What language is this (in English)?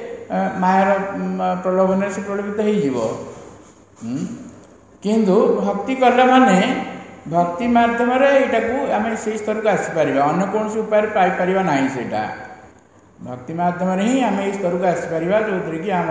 Odia